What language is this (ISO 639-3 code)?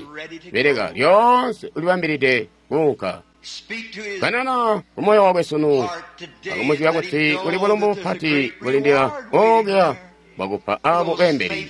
toi